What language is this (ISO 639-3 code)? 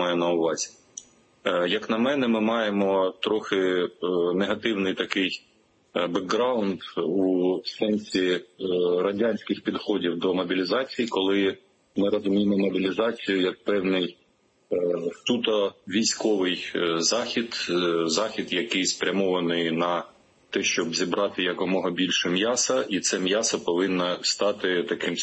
ukr